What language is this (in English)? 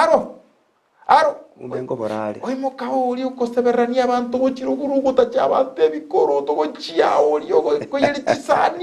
Gusii